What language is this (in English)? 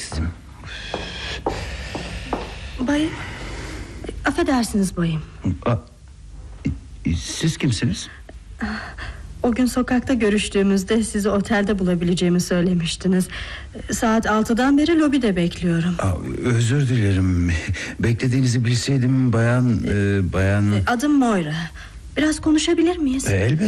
Turkish